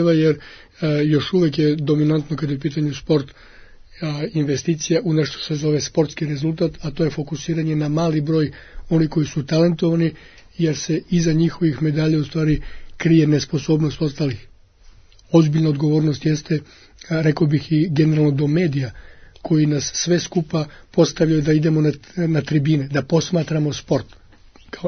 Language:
Serbian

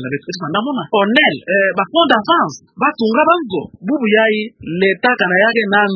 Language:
Kituba (Democratic Republic of Congo)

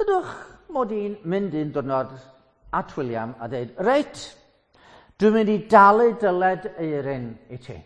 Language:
Welsh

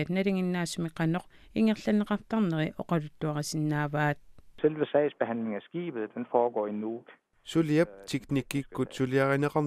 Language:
Kalaallisut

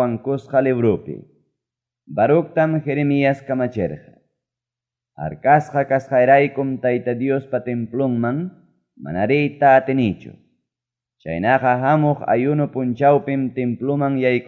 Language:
Ayacucho Quechua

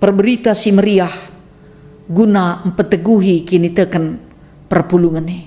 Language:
Batak Karo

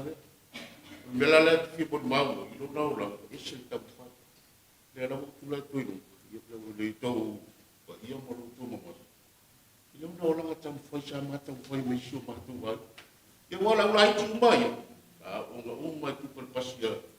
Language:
Samoan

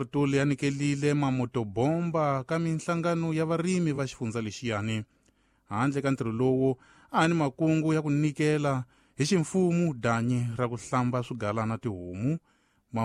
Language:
Tsonga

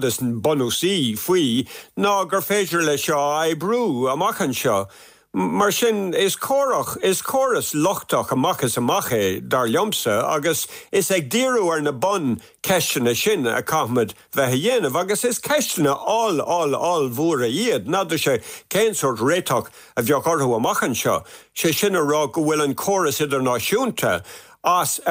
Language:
Irish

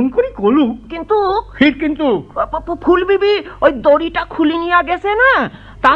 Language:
Bangla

